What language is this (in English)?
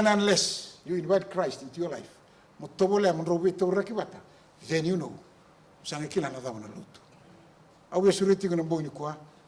Fijian